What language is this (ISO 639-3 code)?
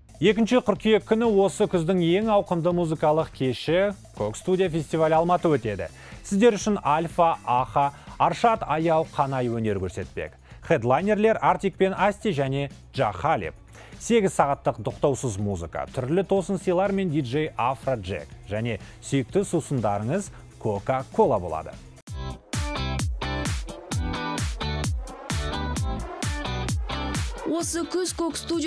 kaz